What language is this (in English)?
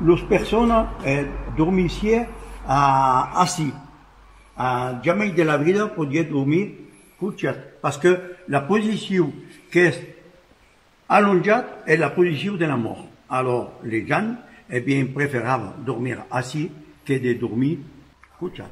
Occitan